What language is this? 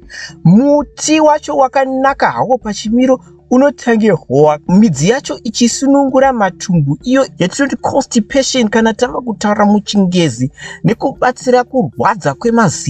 Shona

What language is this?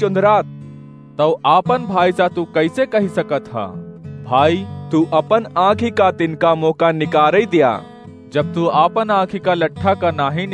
Awadhi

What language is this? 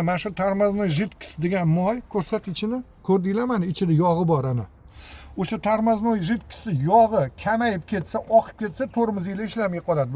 Uzbek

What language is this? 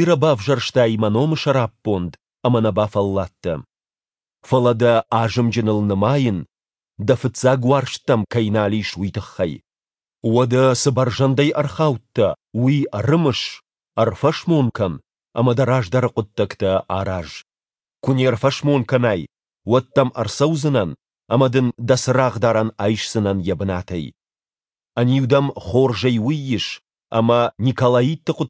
Ossetic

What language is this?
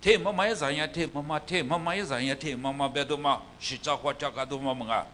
Lisu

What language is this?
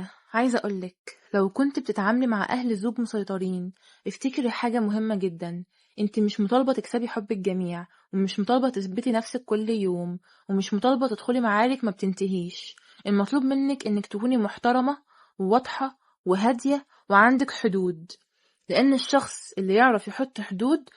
Egyptian Arabic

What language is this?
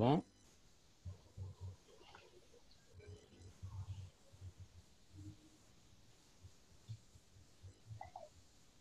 Moroccan Arabic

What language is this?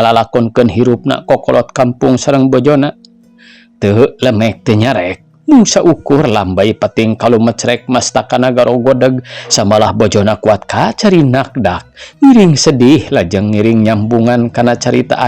Sundanese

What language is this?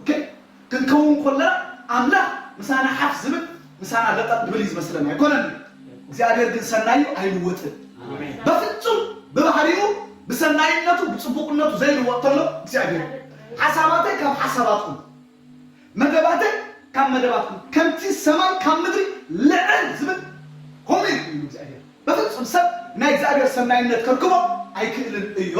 Tigrinya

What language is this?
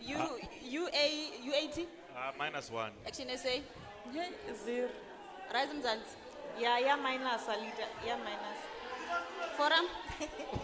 Tswana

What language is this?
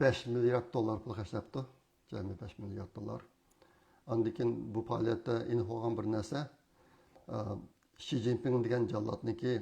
Uyghur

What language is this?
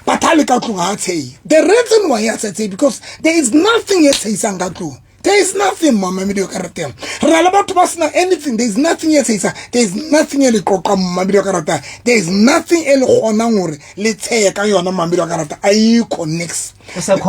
Southern Sotho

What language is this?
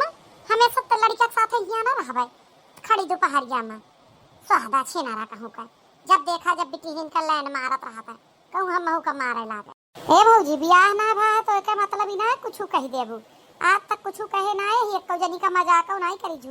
Awadhi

